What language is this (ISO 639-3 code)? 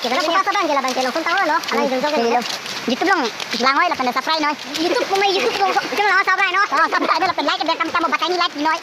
mjw